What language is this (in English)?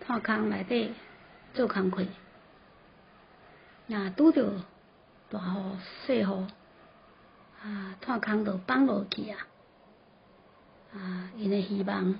Min Nan Chinese